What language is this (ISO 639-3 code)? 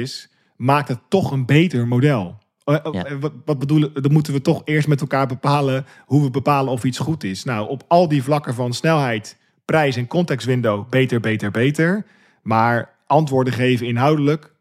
nld